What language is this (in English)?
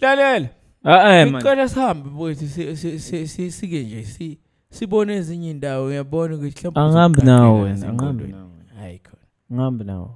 Zulu